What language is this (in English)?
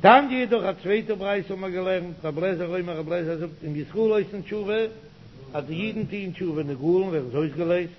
Yiddish